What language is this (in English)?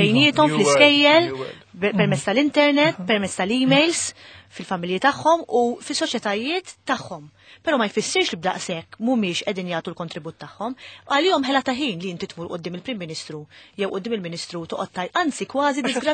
Maltese